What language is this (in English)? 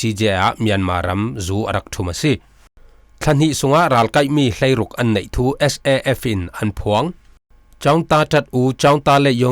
Falam Chin